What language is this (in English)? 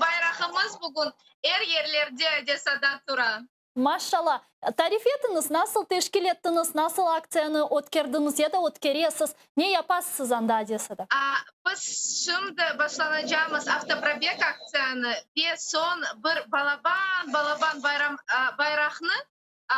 Crimean Tatar